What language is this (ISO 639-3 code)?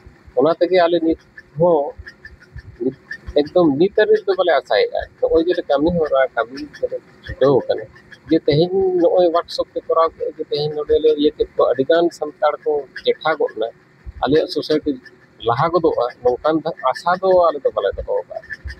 sat